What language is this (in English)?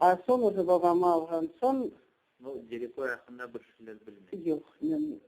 Crimean Tatar